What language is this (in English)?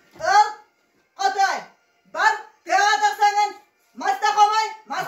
Yakut